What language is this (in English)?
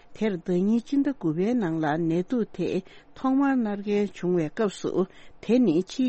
Tibetan